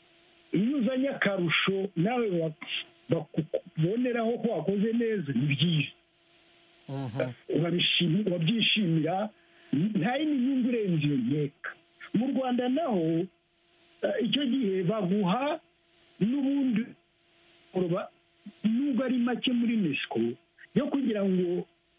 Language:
Kinyarwanda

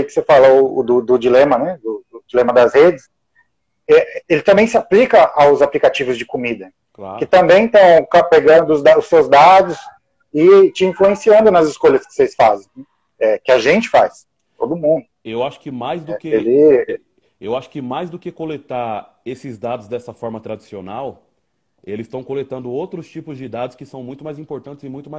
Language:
Portuguese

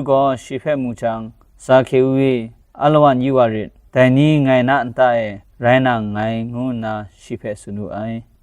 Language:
Kachin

